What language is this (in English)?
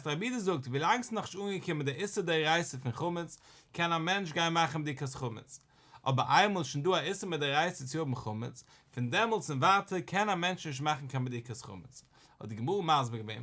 Yiddish